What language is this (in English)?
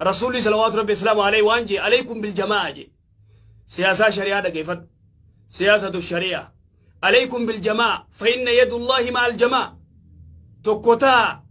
Oromo